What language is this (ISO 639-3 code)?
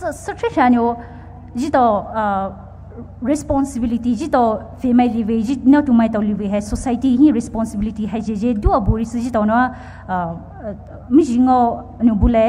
pmx